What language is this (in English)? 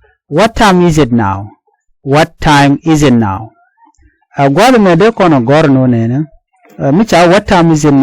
Nuer